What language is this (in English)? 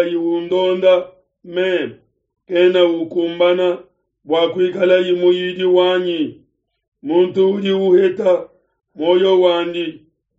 Luba-Lulua